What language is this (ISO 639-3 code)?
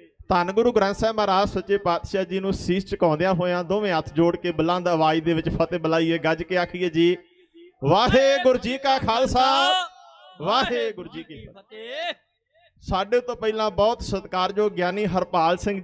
pan